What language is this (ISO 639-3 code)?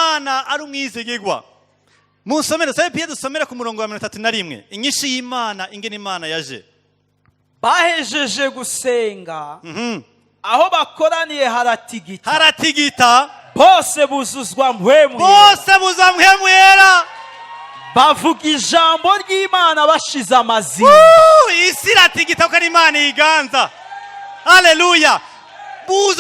run